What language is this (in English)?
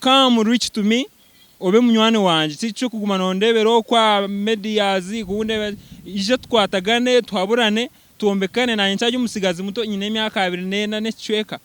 Nyankole